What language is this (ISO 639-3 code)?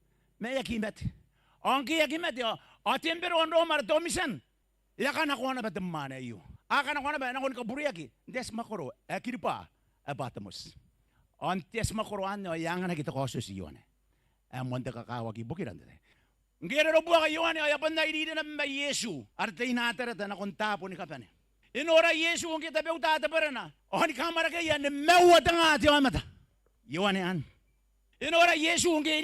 gil